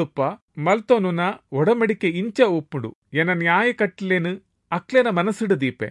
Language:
Tulu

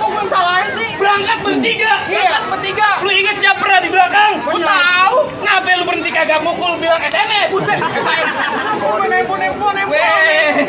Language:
Betawi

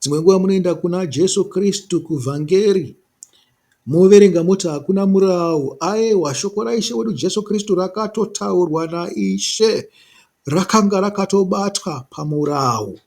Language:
Shona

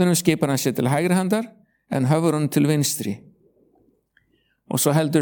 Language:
Icelandic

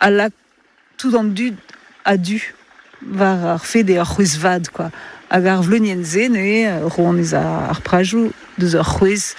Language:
Breton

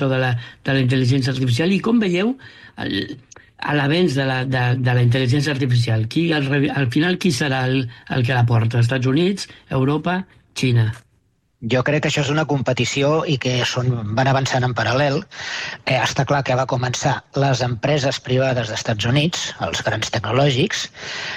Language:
Catalan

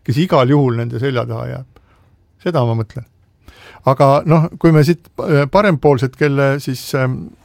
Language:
Estonian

